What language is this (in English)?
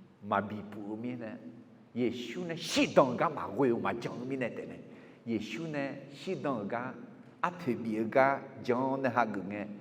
Akha